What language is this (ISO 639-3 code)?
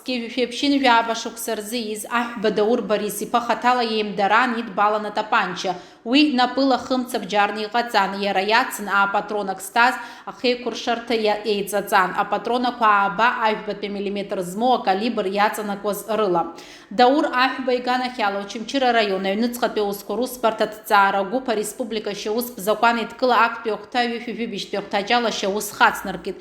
abk